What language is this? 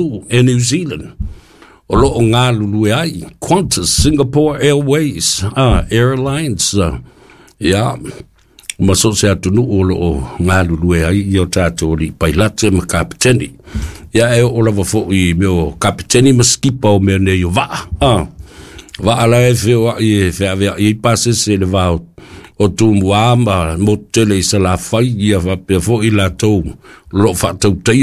Samoan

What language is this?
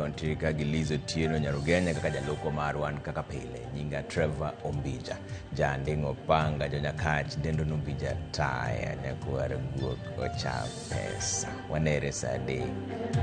Luo (Kenya and Tanzania)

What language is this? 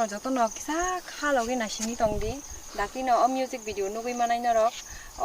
Kok Borok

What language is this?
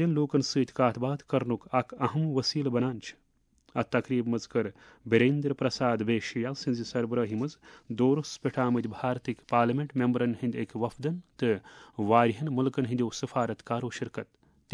Kashmiri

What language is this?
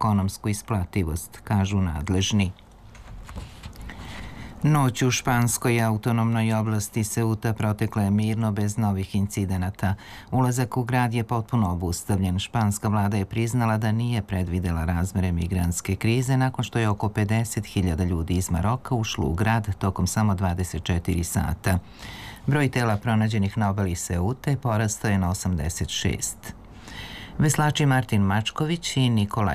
Serbian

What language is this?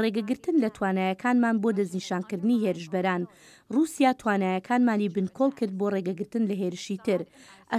Central Kurdish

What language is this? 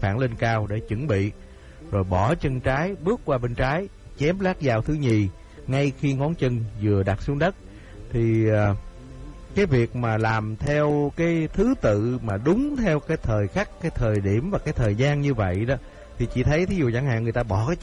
Vietnamese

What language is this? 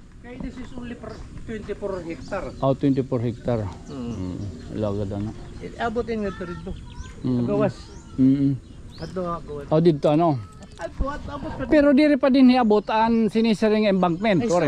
Waray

